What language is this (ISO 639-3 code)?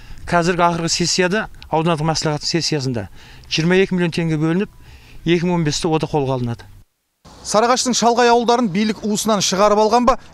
kaz